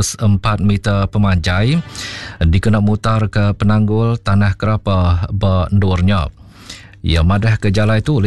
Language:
Iban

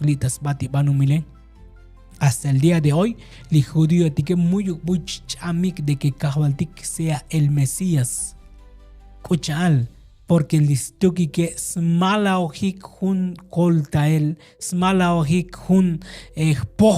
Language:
Tzotzil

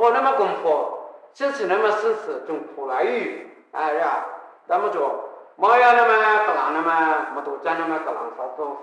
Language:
Kachin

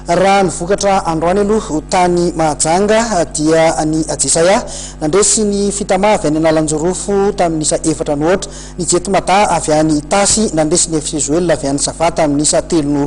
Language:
Malagasy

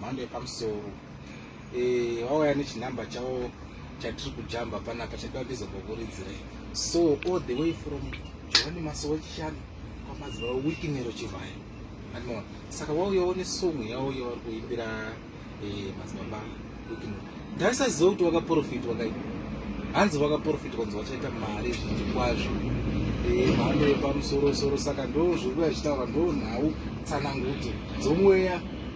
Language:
Shona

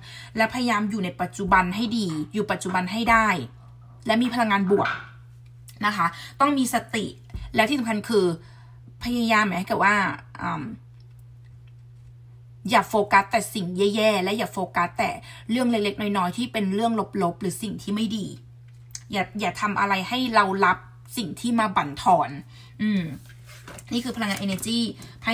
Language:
Thai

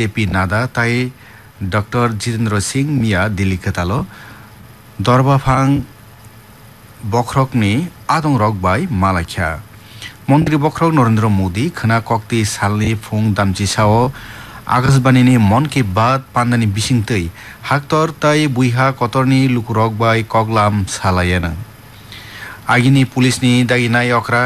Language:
Bangla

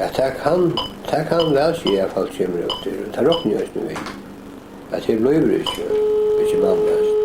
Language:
Faroese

